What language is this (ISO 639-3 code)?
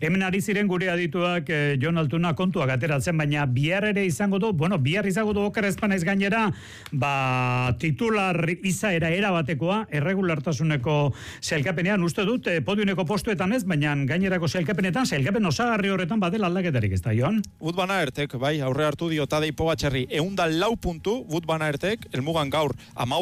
eus